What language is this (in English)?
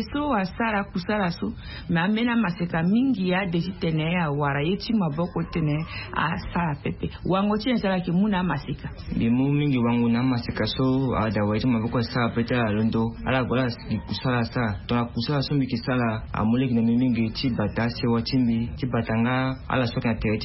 Sango